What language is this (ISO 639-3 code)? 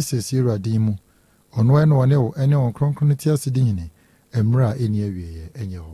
aka